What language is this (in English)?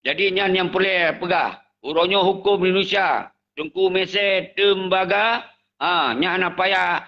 Achinese